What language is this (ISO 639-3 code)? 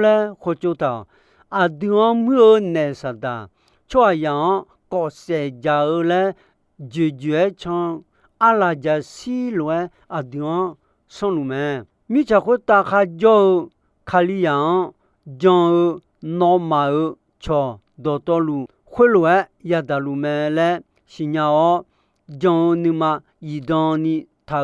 ahk